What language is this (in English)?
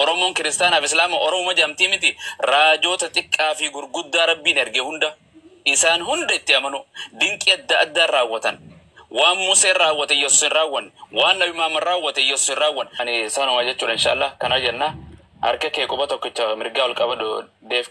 Oromo